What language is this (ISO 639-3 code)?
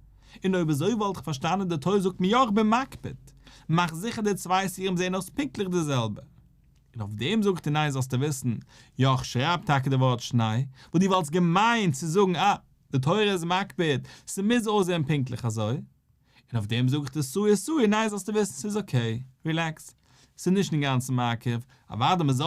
yid